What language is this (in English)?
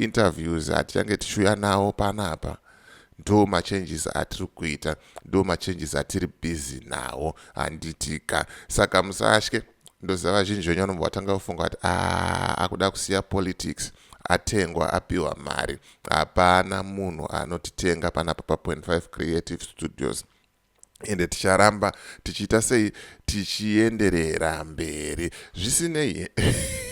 Shona